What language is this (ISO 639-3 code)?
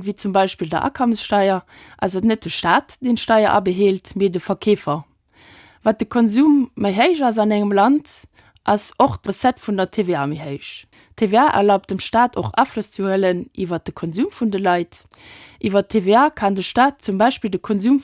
ltz